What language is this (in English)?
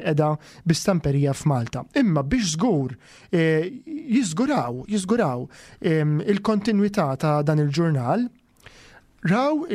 Maltese